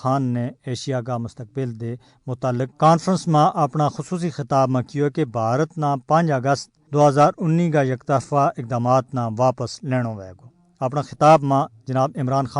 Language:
Gujari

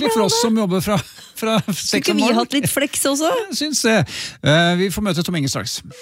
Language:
Norwegian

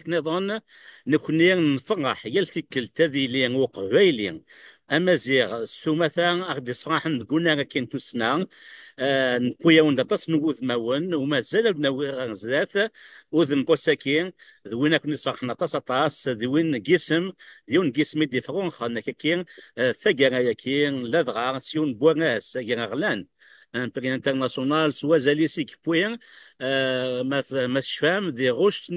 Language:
Kabyle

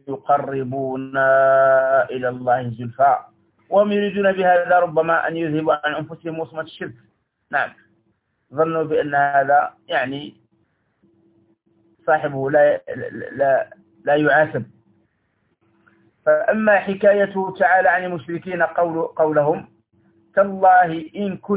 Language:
Arabic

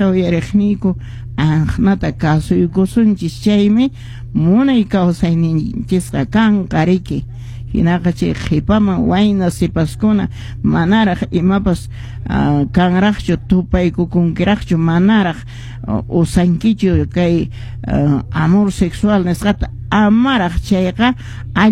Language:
Quechua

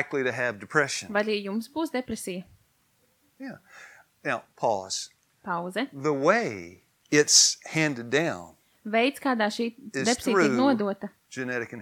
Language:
Latvian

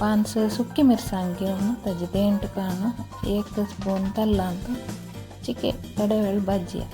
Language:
Konkani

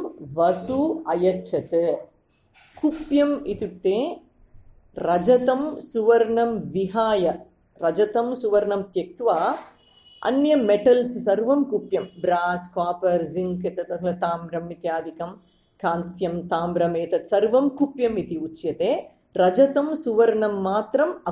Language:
Sanskrit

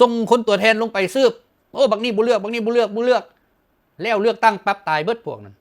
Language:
Lao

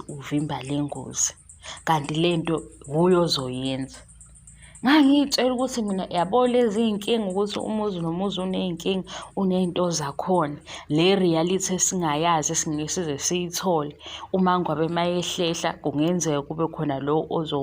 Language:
Zulu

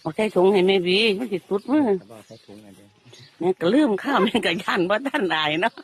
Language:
Northeastern Thai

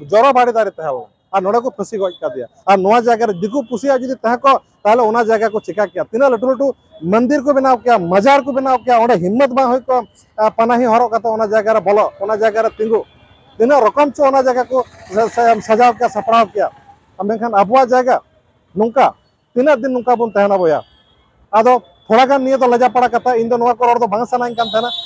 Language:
Santali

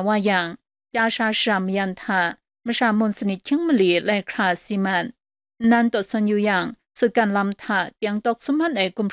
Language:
Kachin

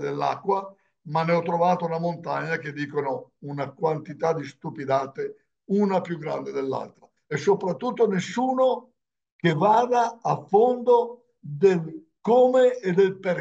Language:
Italian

